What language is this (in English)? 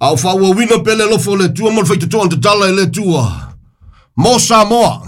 Samoan